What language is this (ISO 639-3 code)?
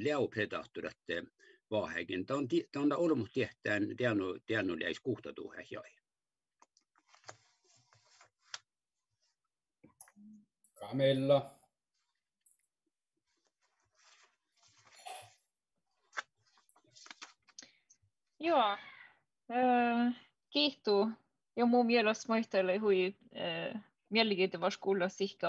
fin